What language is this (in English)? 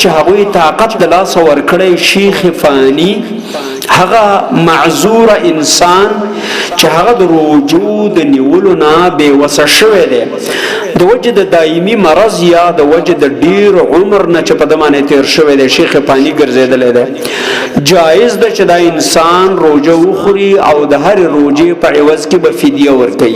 Pashto